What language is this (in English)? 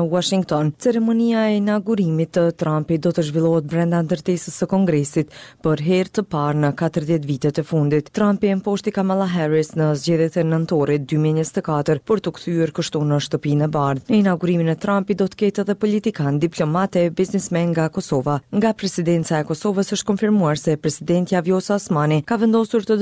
Albanian